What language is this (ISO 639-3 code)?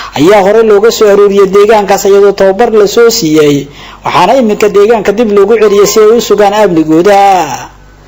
som